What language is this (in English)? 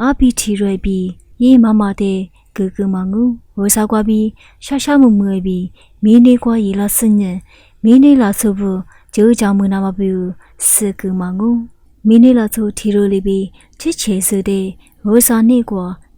Lisu